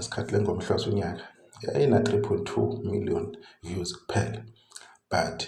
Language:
Zulu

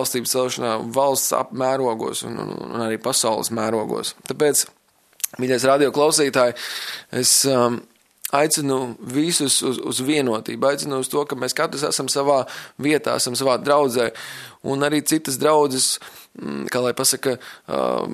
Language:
Latvian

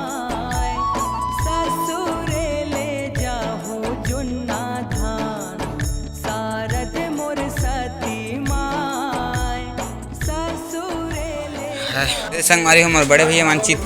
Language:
Chhattisgarhi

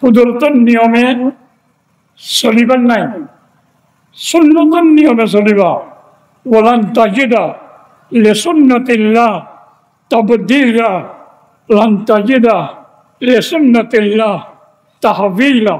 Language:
Rohingya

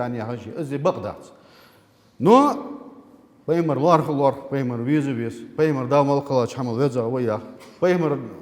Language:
Ingush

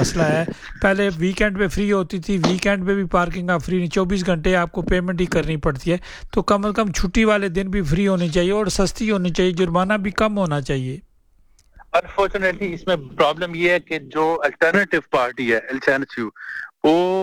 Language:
Urdu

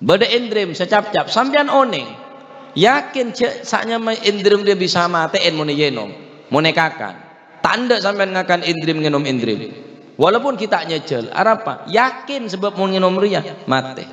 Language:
Madurese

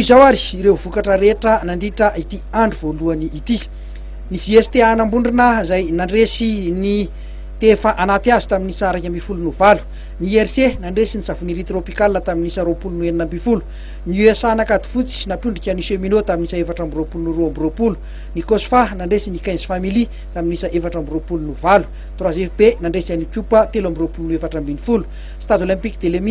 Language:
Malagasy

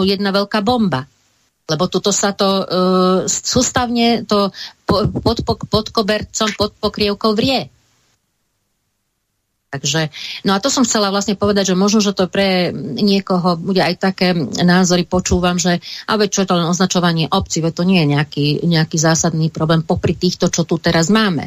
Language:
Slovak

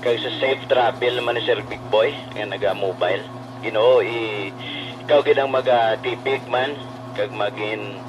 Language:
Hiligaynon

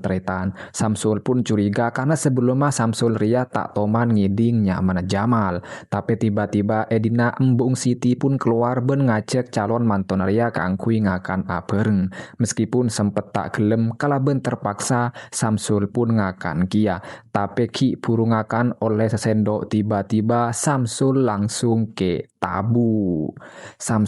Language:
Madurese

